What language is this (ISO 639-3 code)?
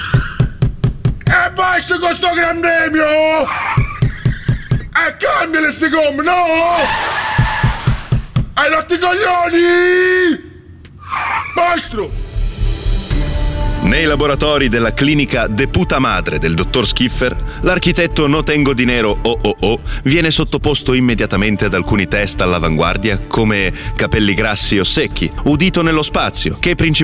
ita